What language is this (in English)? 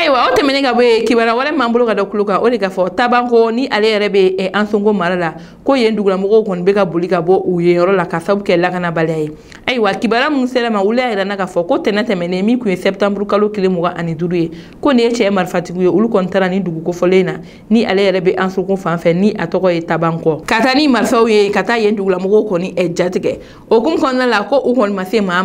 Bambara